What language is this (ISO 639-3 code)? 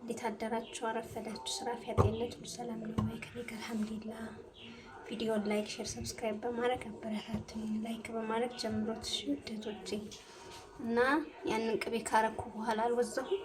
amh